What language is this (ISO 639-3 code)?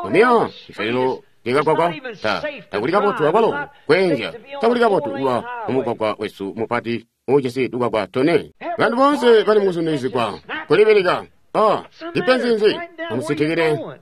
toi